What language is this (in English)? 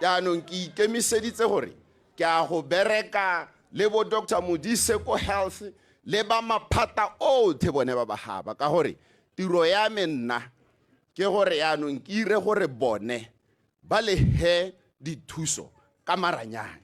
Tswana